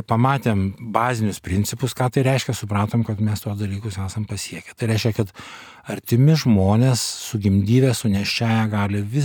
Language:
Lithuanian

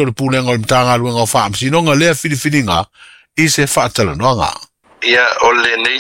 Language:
Samoan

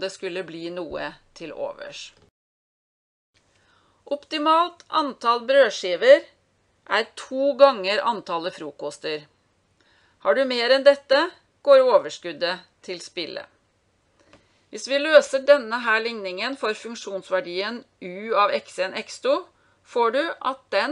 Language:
Norwegian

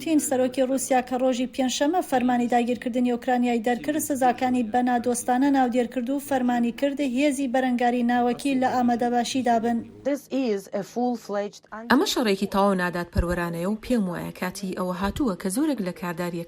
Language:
Central Kurdish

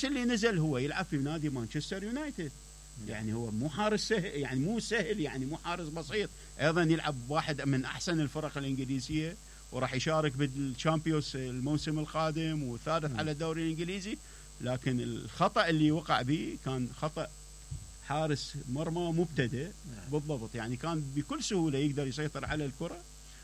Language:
Mesopotamian Arabic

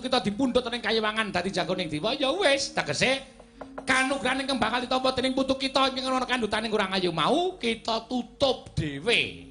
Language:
Javanese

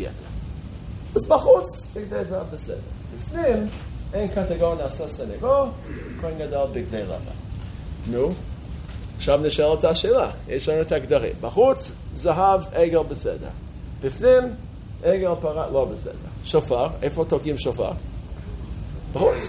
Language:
Hebrew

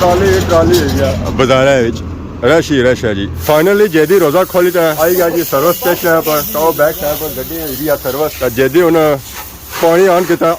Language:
Pahari-Potwari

